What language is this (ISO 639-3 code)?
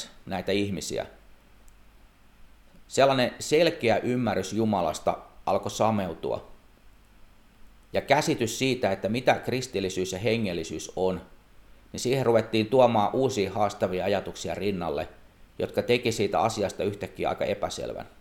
fin